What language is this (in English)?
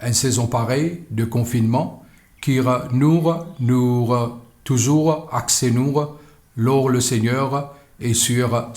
Morisyen